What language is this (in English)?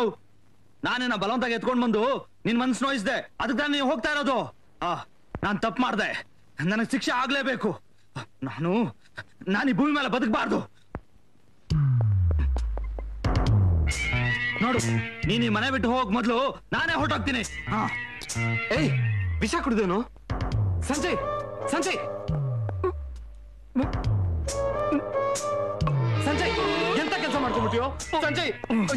Kannada